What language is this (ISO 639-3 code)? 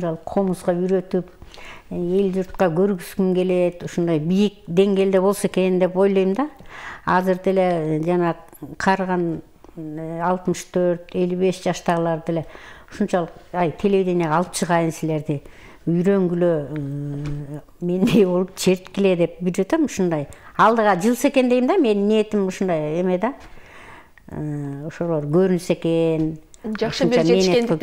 kir